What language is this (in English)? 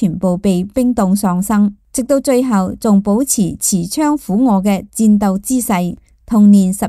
Cantonese